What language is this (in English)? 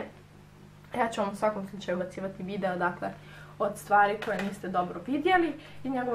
Croatian